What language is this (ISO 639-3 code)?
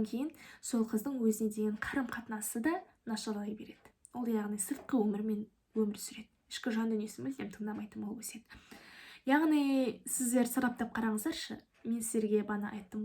kaz